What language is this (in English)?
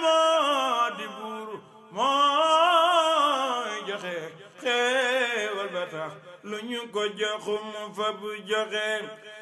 Wolof